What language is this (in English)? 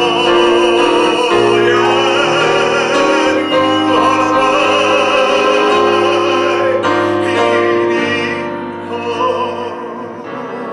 Danish